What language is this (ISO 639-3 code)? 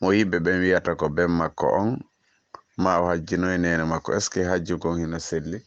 ful